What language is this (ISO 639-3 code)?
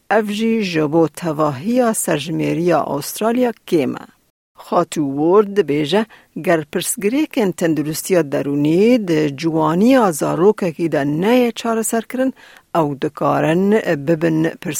kur